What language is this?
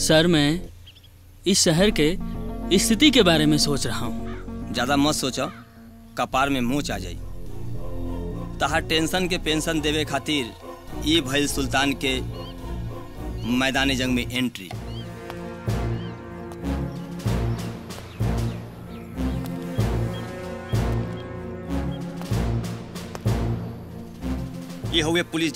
Bhojpuri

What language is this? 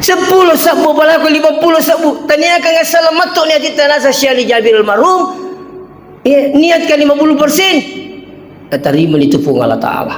Buginese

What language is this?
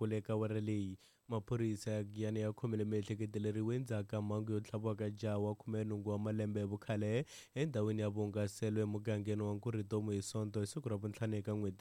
Tsonga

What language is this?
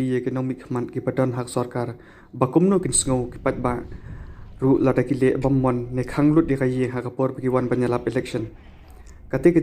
Khasi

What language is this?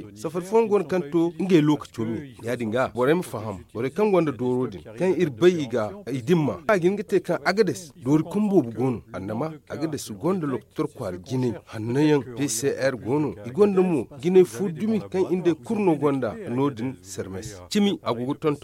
Zarma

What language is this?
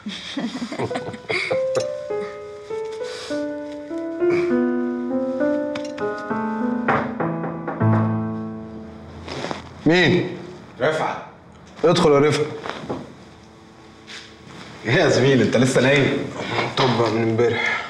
Egyptian Arabic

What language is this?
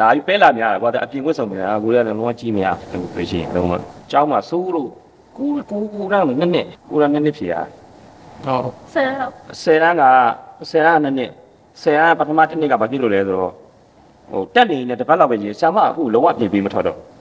Burmese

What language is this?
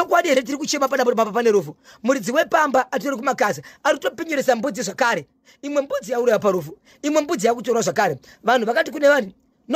Shona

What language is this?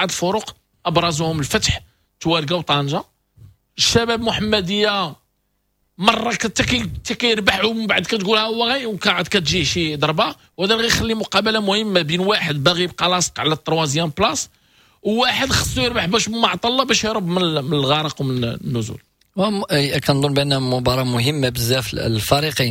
Moroccan Arabic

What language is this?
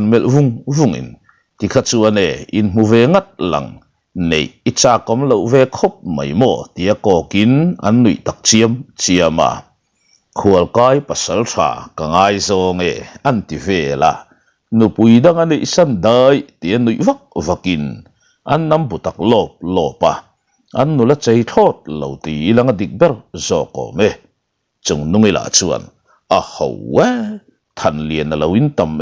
Mizo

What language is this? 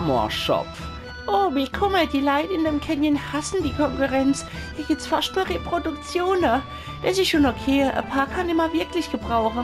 Palatine German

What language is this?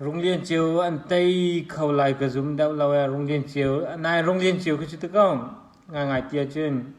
Hakha Chin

